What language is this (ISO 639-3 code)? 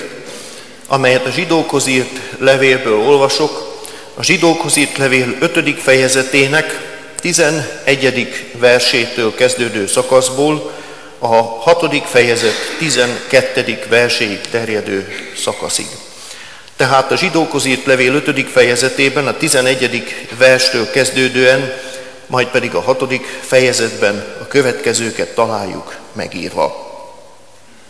hun